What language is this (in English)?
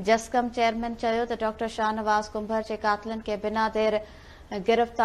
Sindhi